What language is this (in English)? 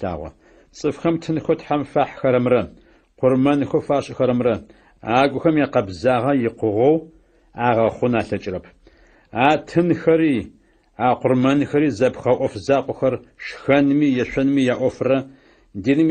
Adyghe